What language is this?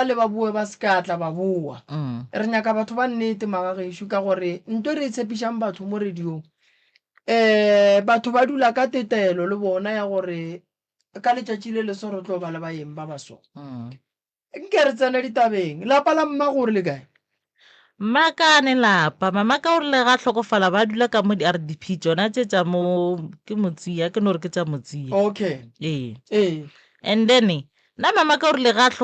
Northern Sotho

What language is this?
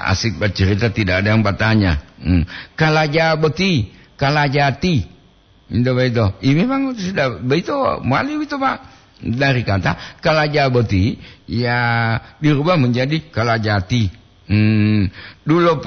Gorontalo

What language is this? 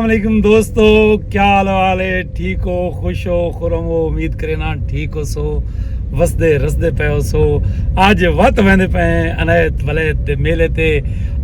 Saraiki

